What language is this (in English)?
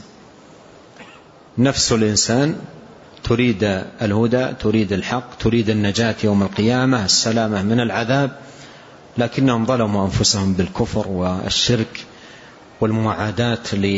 Arabic